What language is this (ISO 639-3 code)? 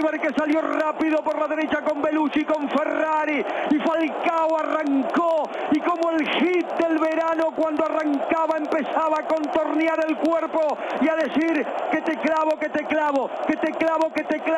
spa